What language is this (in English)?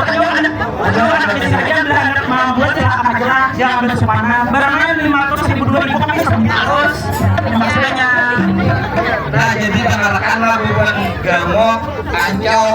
Banjar